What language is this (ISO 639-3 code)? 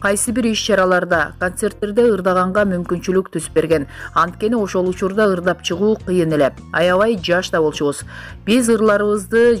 kir